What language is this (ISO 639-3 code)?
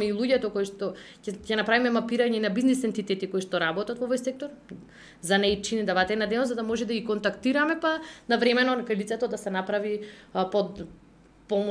mkd